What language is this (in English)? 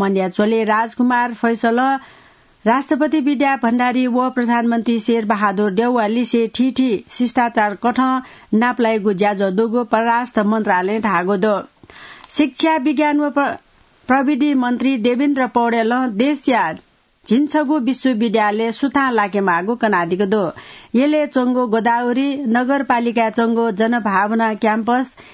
Newari